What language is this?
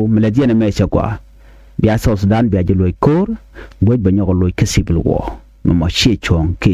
Nuer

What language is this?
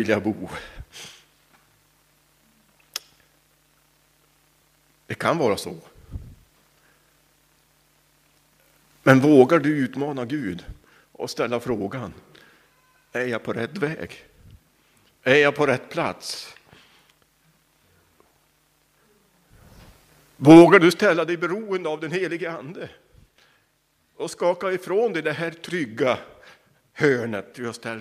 Swedish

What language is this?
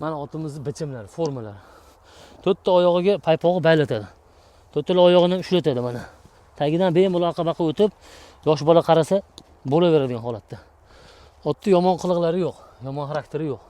Uzbek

